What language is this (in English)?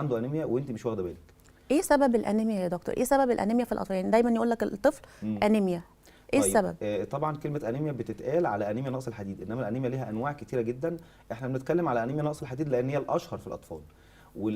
Egyptian Arabic